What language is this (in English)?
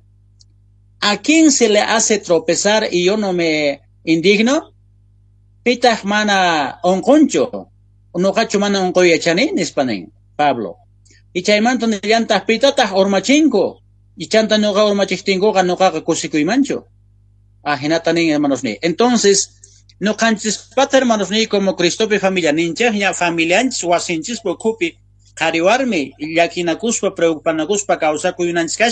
South Bolivian Quechua